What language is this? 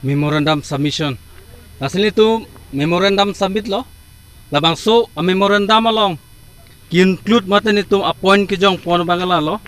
Karbi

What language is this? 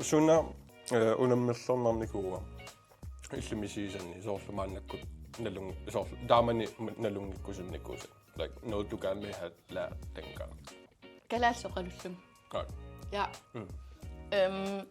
Kalaallisut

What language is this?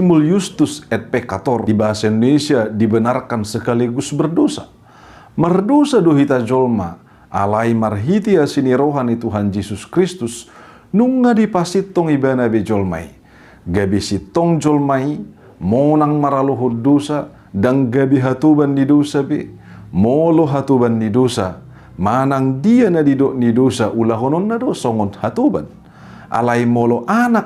Batak Toba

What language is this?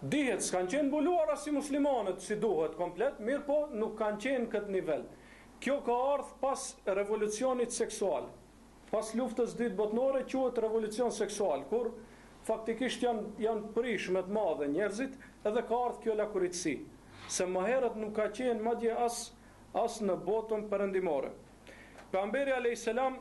Albanian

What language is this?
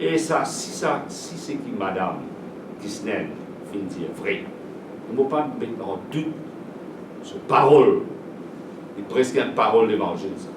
Morisyen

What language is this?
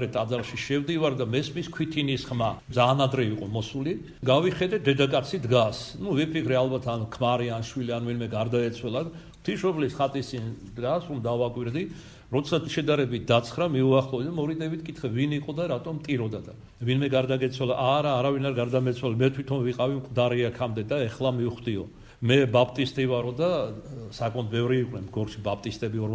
Georgian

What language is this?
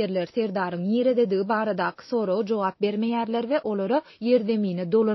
Turkmen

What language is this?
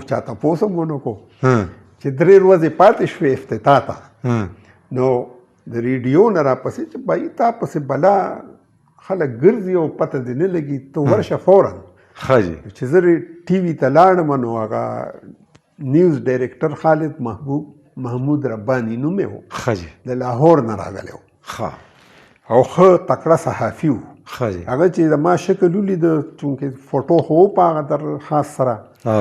Pashto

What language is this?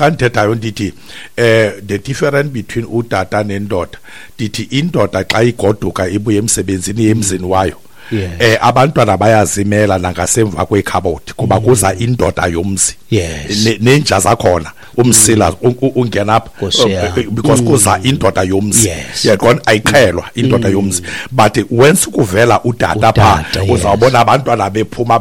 Xhosa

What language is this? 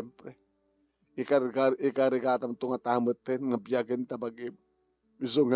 Iloko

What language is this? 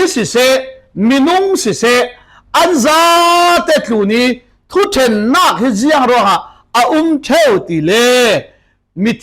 Falam Chin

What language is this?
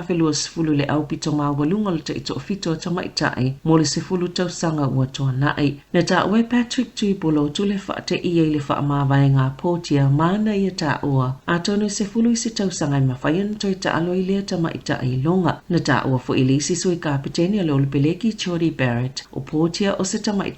Samoan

